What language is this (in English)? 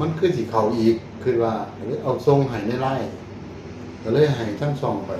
Northeastern Thai